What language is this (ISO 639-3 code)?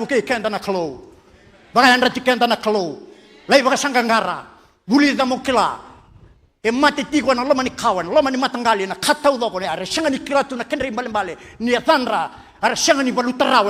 fij